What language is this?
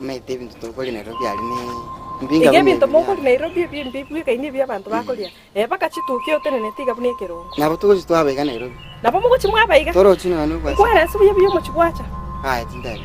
Gusii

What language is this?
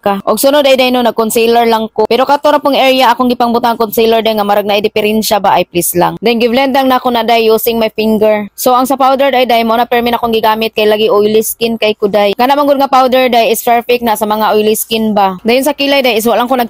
Cebuano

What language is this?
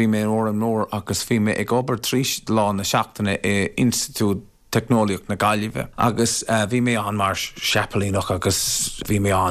Irish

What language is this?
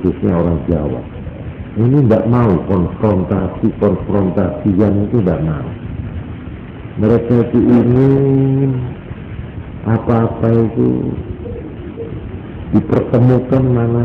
Indonesian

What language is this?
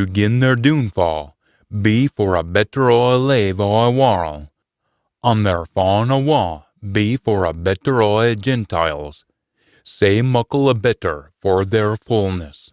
Scots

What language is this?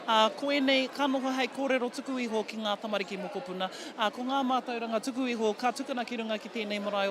Māori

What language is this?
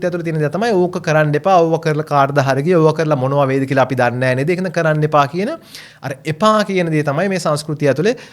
Sinhala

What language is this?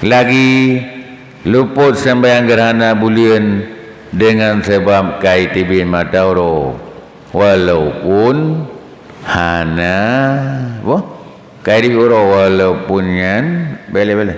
Achinese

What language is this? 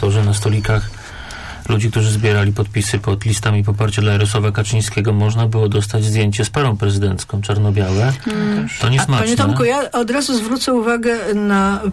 Polish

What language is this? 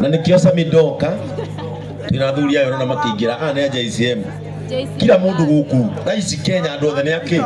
Kikuyu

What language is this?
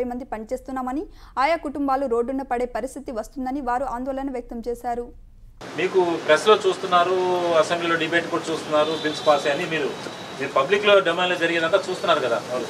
Telugu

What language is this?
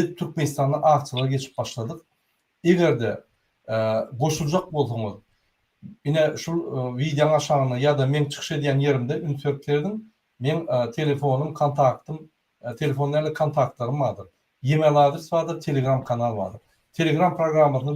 Turkmen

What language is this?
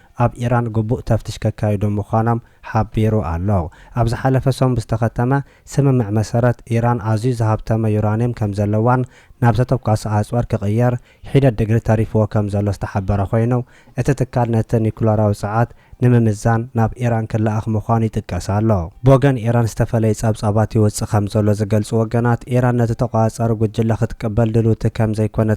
Tigrinya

